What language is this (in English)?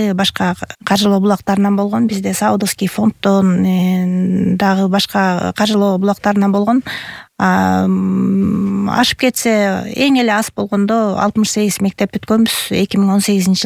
Kyrgyz